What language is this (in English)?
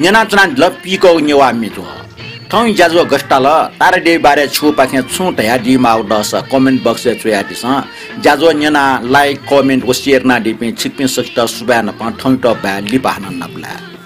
Newari